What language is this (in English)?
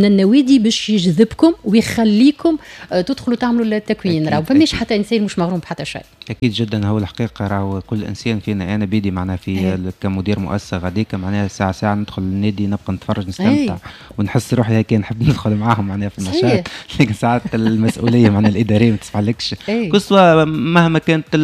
Tunisian Arabic